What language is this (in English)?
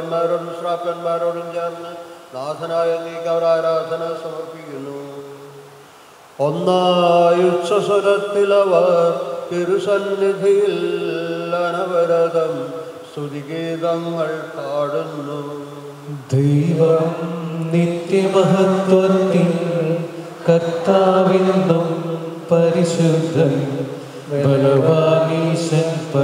Malayalam